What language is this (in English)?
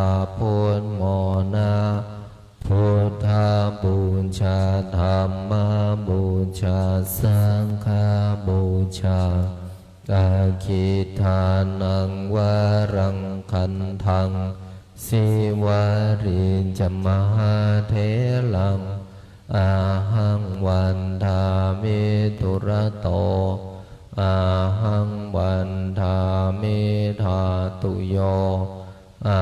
Pali